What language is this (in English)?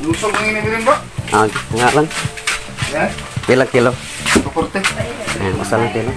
Cebuano